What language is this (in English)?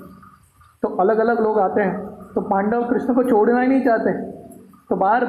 Hindi